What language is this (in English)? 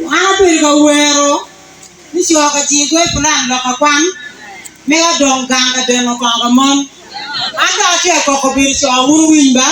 Acoli